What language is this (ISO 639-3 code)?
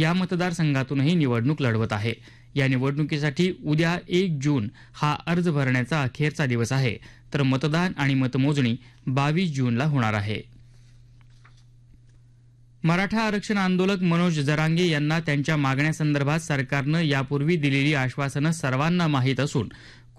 mar